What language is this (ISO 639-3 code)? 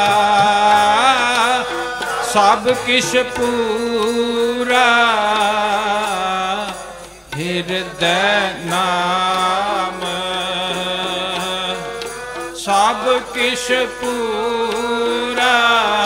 pan